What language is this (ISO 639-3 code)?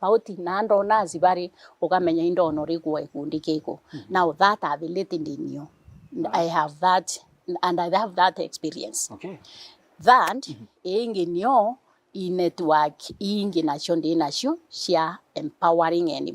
mer